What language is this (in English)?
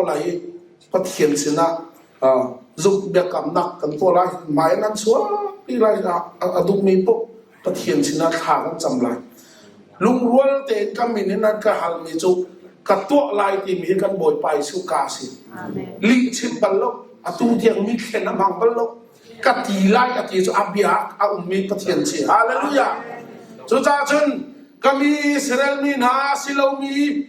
Hakha Chin